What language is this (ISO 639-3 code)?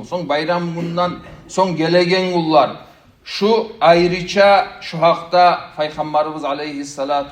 kum